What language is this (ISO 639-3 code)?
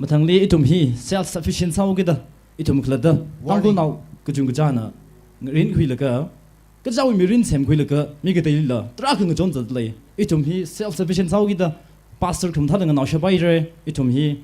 nmf